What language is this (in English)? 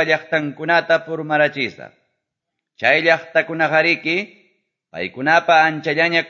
Quechua